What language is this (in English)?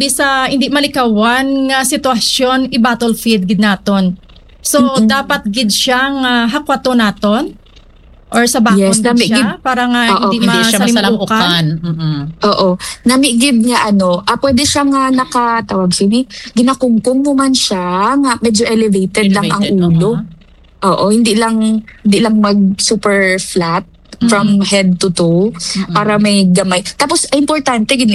Hiligaynon